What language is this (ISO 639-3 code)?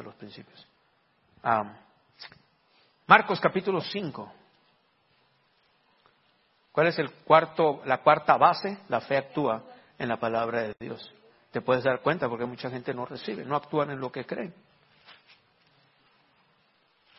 spa